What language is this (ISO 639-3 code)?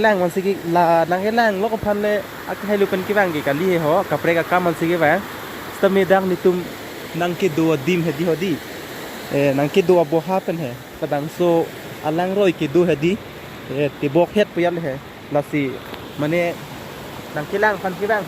mjw